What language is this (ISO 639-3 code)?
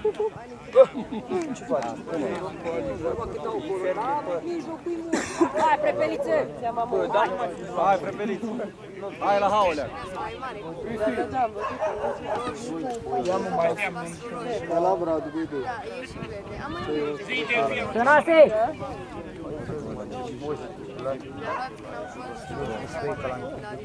ron